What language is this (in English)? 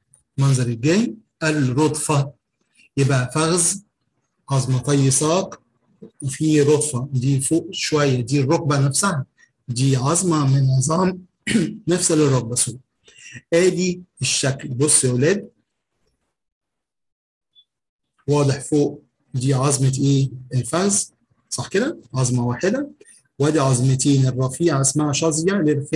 Egyptian Arabic